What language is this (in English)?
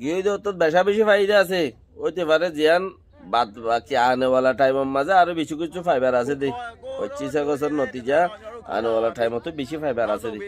Rohingya